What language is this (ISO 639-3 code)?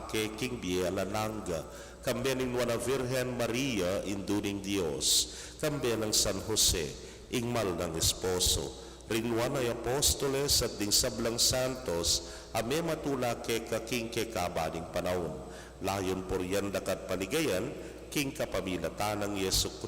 pam